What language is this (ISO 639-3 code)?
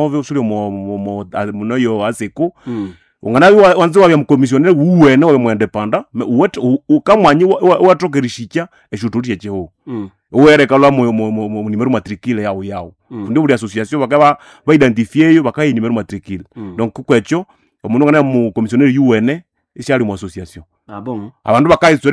nnb